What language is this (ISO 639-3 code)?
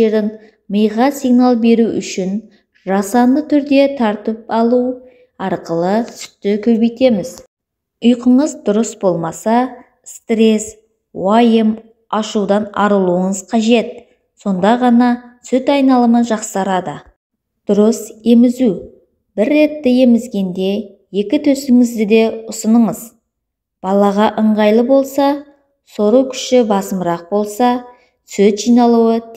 kaz